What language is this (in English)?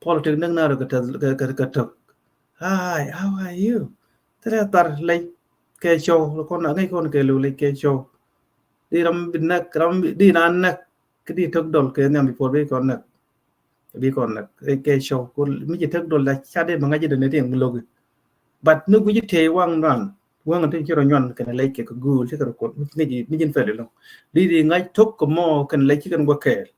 Nuer